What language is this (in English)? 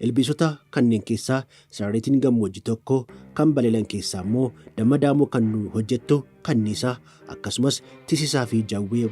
Oromo